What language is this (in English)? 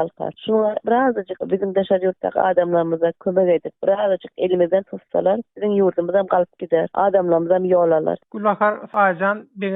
Turkmen